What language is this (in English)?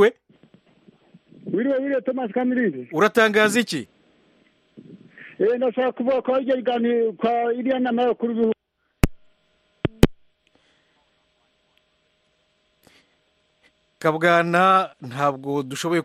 Kinyarwanda